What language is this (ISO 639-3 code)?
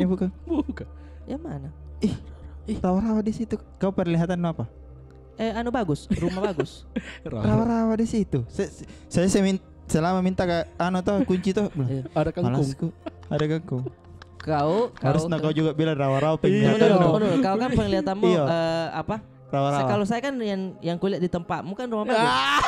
mfp